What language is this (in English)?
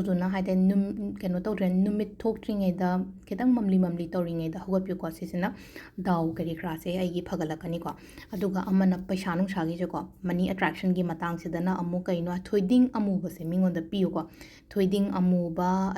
Manipuri